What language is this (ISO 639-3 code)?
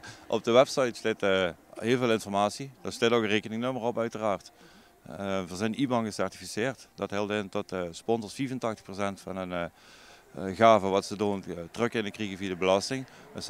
nld